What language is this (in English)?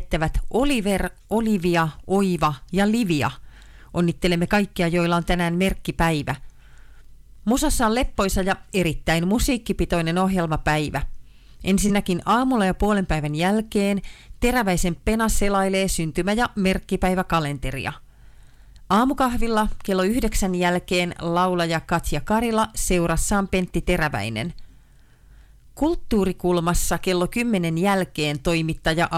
Finnish